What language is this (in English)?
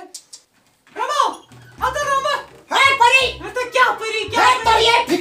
Kashmiri